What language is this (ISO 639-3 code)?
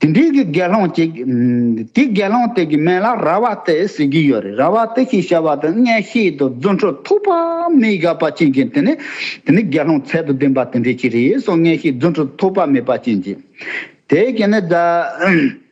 bod